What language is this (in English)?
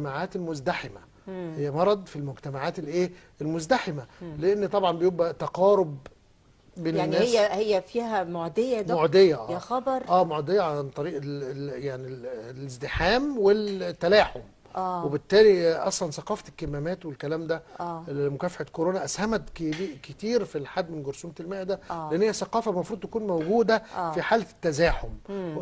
Egyptian Arabic